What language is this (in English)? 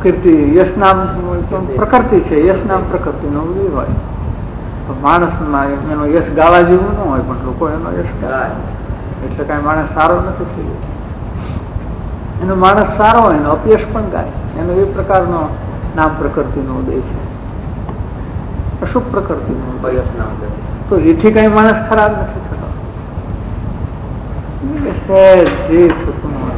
Gujarati